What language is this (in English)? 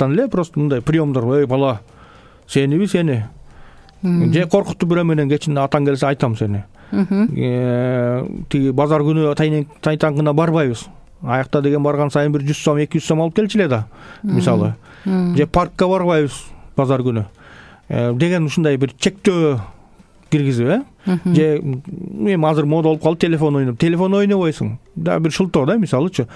Kyrgyz